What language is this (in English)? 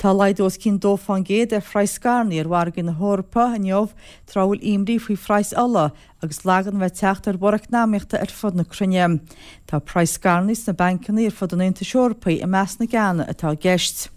Irish